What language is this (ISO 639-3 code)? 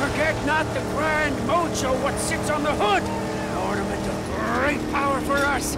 bar